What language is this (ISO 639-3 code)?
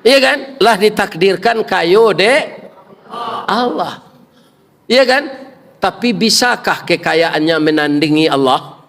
min